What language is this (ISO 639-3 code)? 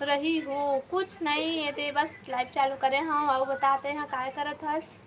hne